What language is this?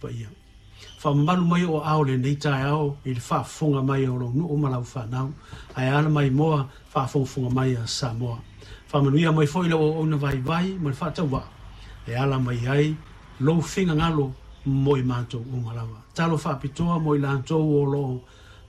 Samoan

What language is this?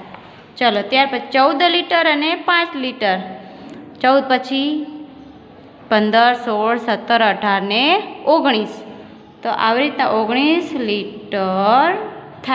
Gujarati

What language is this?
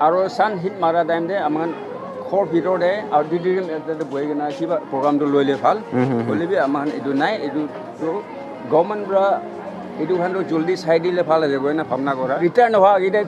Naga Pidgin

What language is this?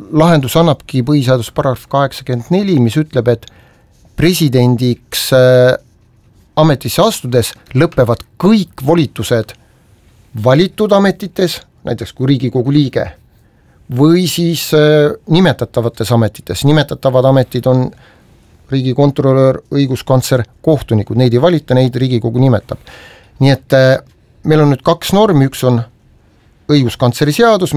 Estonian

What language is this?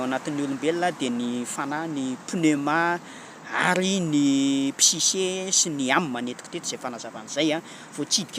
Malagasy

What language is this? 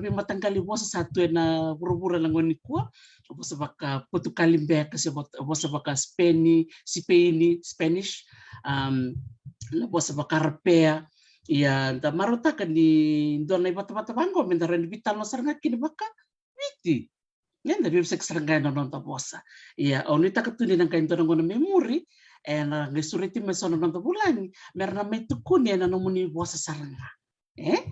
Fijian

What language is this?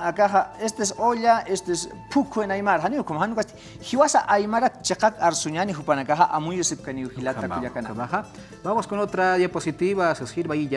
Aymara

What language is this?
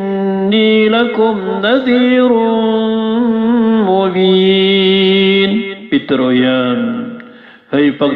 Maranao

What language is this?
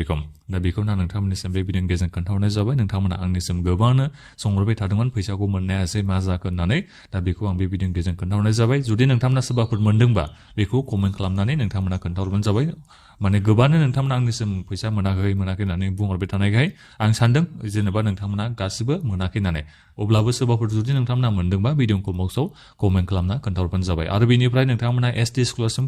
Bodo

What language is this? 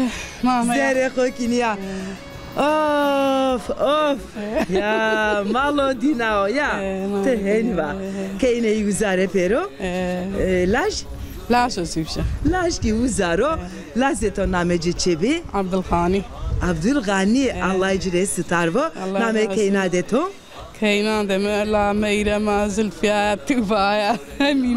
Zaza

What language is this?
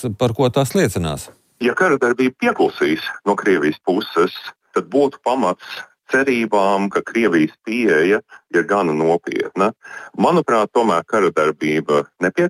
Latvian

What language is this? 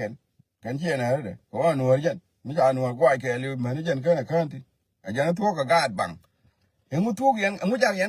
Nuer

